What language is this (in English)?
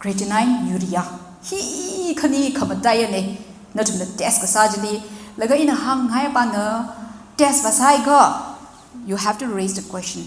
Tangkhul Naga (India)